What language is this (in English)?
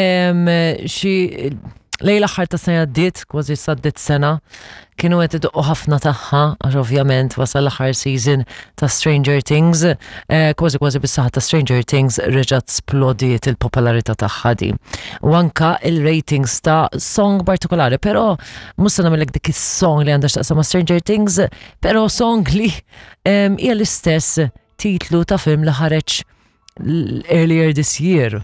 Maltese